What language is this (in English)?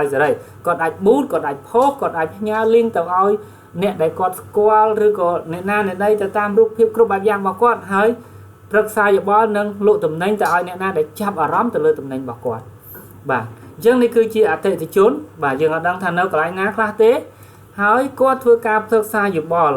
Khmer